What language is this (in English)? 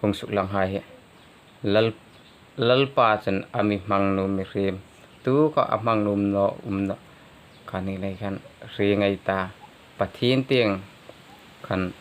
Hmar